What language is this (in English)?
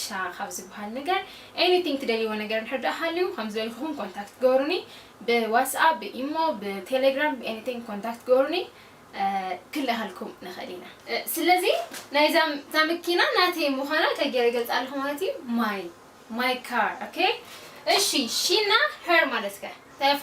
Tigrinya